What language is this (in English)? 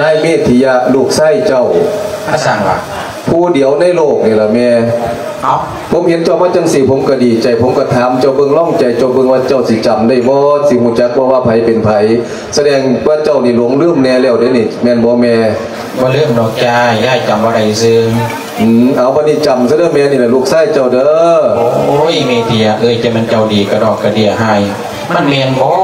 Lao